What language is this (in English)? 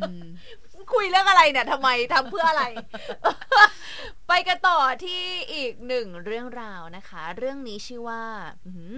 Thai